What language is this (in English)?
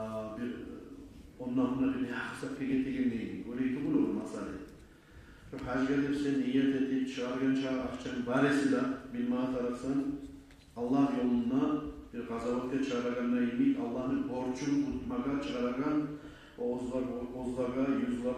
Kumyk